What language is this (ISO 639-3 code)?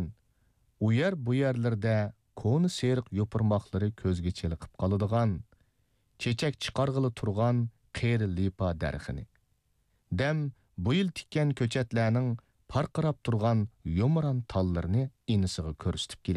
uig